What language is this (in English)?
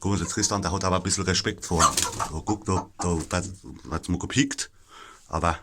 Palatine German